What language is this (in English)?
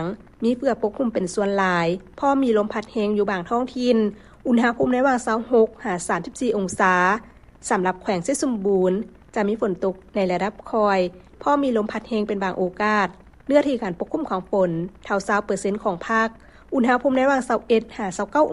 Lao